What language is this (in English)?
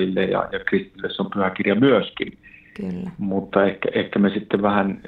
Finnish